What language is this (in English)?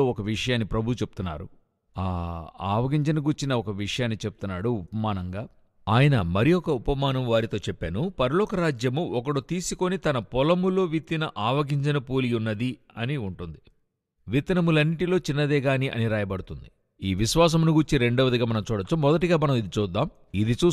Telugu